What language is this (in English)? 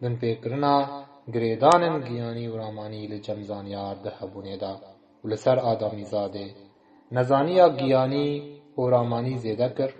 Kurdish